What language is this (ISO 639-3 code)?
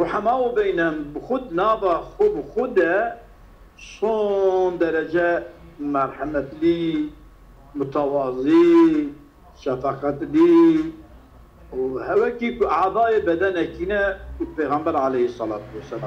kur